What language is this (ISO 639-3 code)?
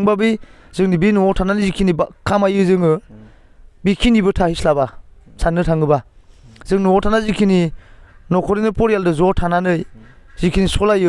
brx